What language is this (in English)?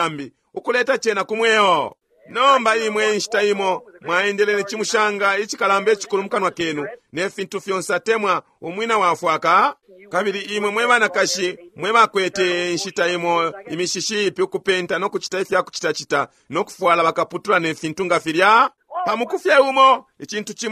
Bemba